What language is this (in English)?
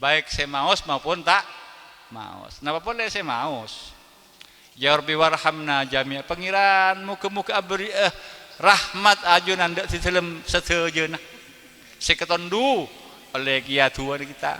Madurese